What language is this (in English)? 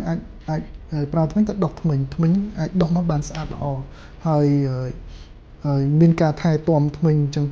Khmer